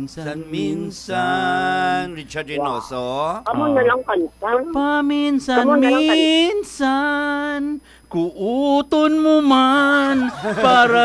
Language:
Hiligaynon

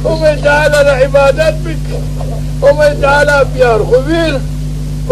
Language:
Zaza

